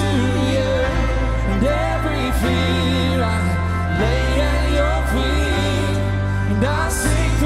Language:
English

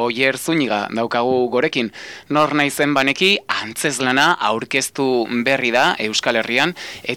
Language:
Basque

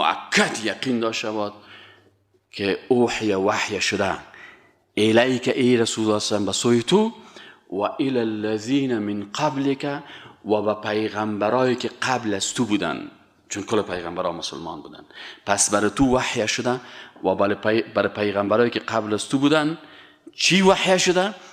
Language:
Persian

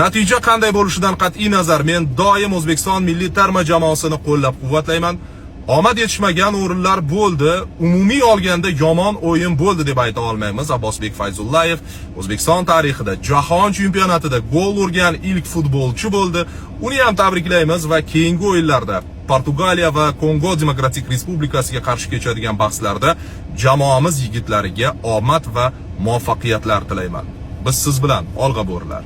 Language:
Uzbek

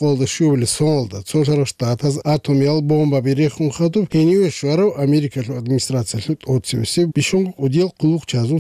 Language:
Avaric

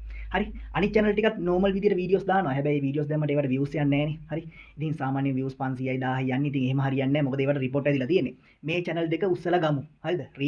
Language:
Sinhala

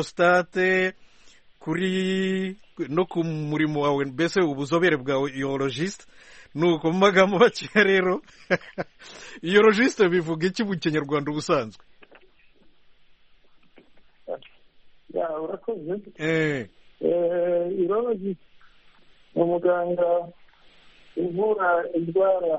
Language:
Kinyarwanda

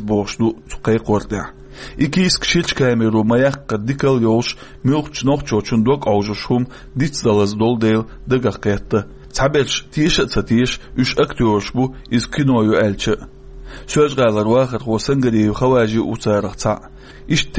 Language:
Chechen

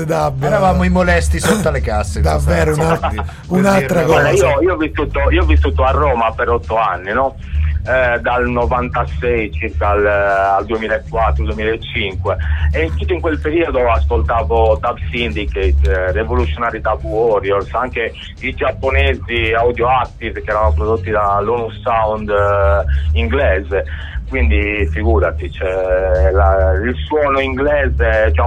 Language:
Italian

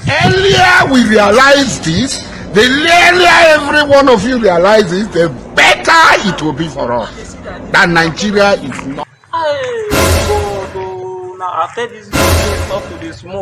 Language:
Nigerian Pidgin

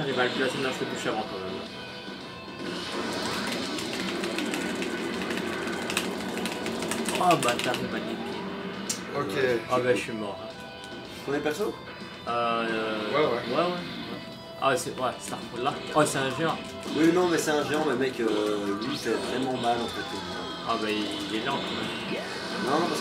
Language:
French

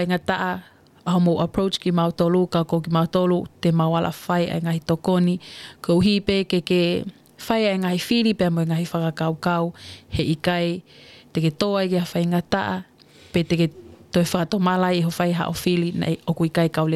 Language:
Tongan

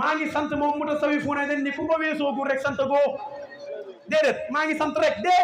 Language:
Wolof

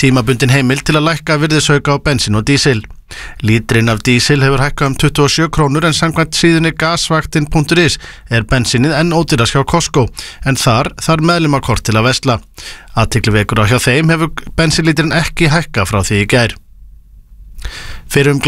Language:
Icelandic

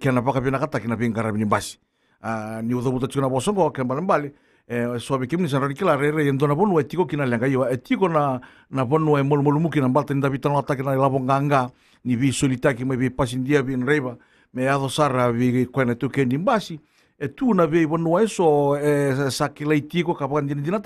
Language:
Fijian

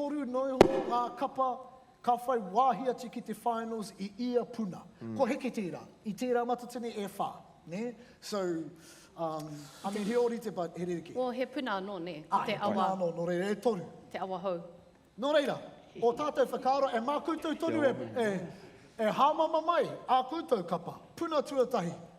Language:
Māori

